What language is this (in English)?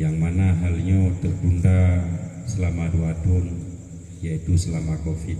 Achinese